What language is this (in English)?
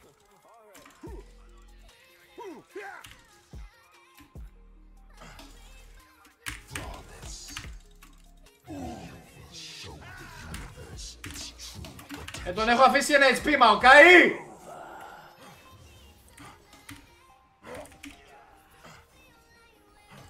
Greek